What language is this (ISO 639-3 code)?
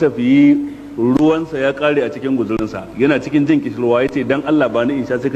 hau